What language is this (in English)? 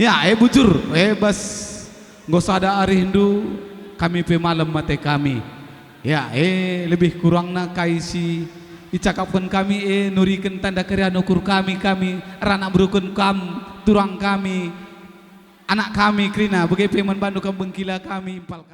Batak Karo